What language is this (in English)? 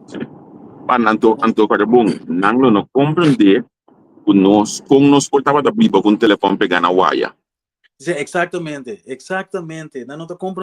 Papiamento